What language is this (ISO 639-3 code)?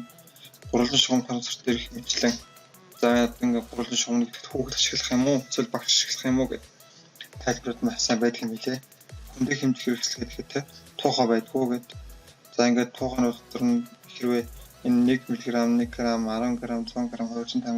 mon